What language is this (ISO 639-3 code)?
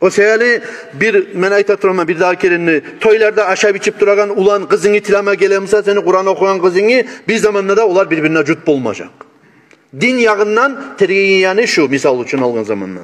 kum